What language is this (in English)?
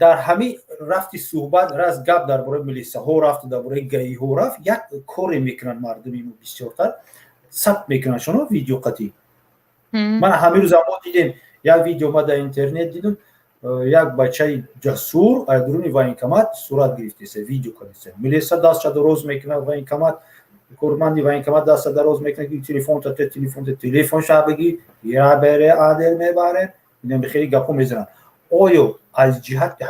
Tajik